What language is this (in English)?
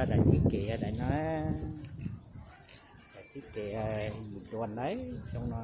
Hmong